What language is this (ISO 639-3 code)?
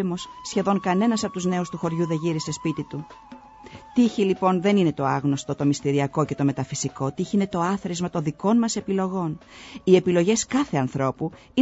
ell